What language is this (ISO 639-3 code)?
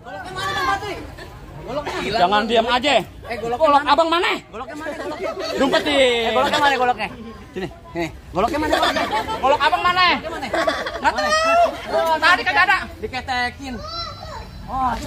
bew